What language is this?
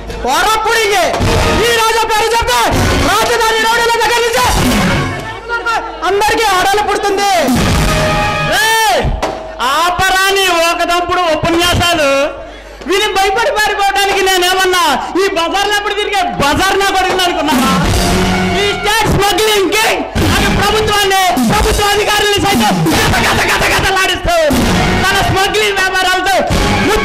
Telugu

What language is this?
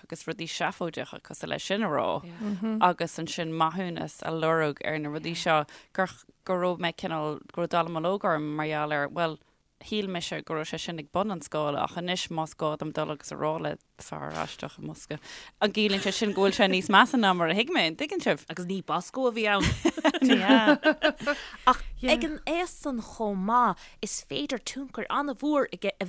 Irish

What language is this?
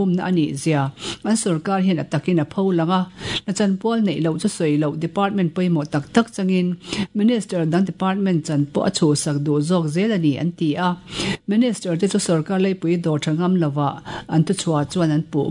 Mizo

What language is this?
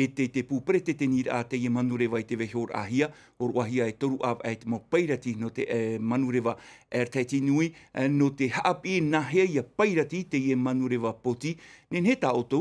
Tahitian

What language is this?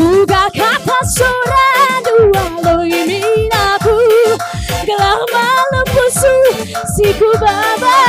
Batak Karo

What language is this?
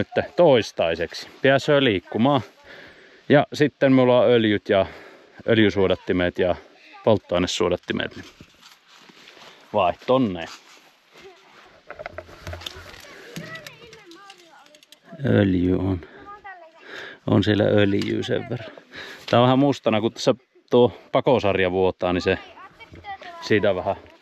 Finnish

